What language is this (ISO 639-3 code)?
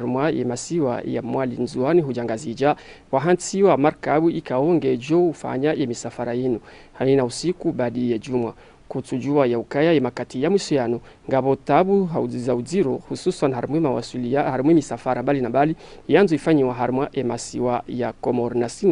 zdj